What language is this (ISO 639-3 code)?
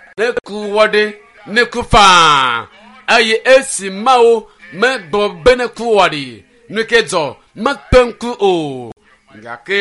ewe